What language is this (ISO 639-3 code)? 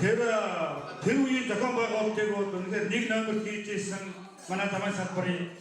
mon